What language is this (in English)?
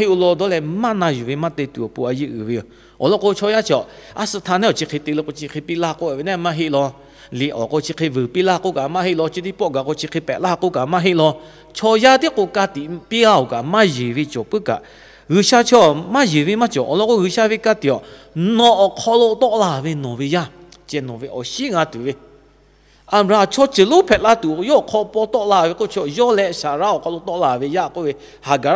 Lahu